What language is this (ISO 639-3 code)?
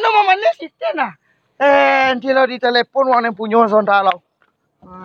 min